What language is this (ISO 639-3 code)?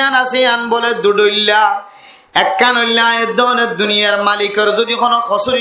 rhg